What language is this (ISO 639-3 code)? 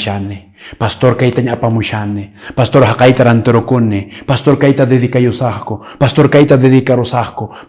que